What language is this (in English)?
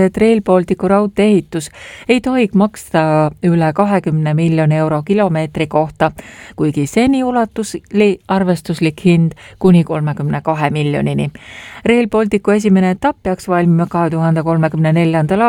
Estonian